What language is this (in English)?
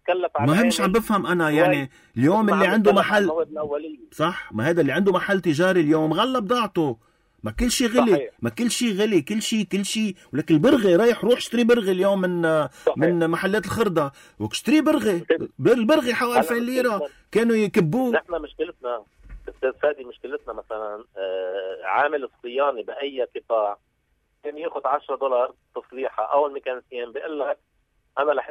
North Levantine Arabic